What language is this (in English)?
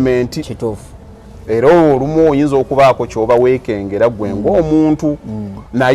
Ganda